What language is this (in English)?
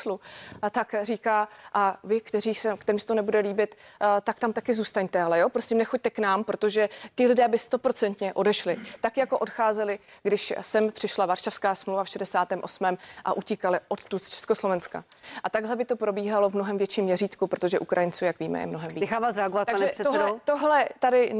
Czech